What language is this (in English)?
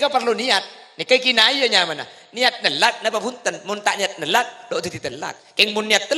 Madurese